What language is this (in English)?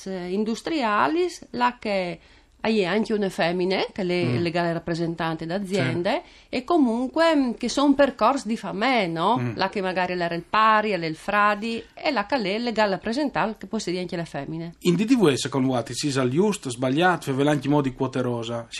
Friulian